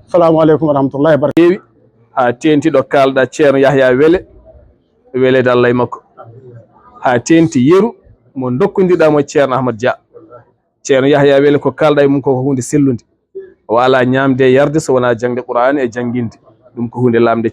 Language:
Fula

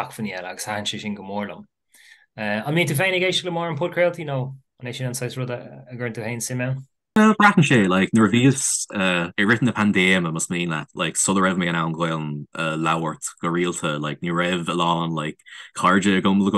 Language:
Irish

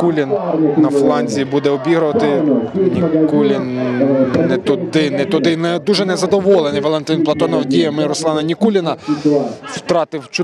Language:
Ukrainian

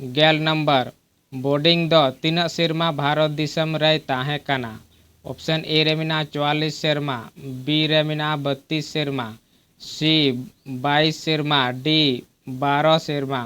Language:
Santali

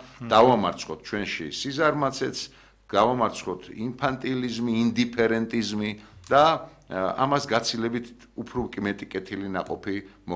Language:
Georgian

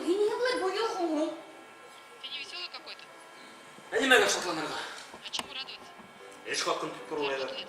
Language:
Bashkir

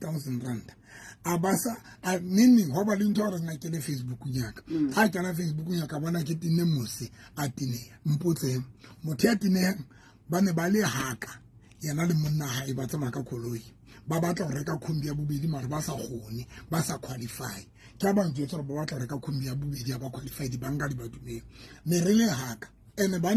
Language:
Southern Sotho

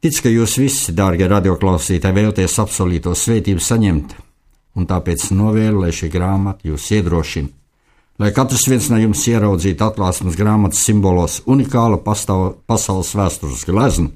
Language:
Latvian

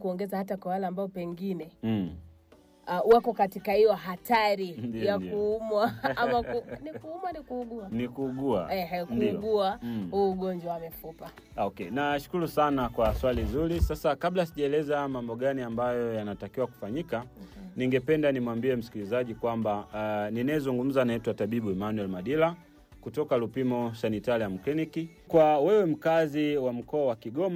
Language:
Swahili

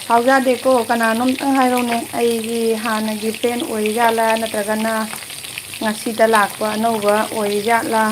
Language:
Manipuri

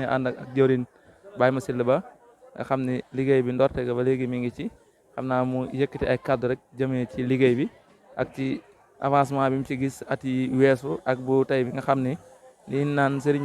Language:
Wolof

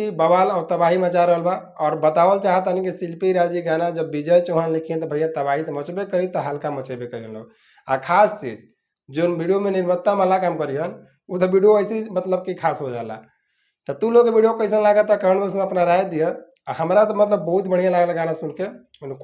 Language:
Bhojpuri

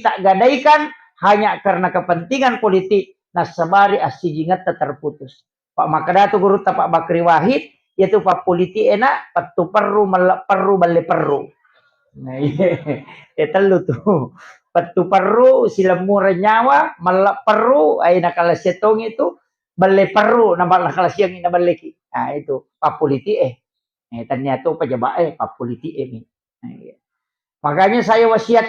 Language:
Buginese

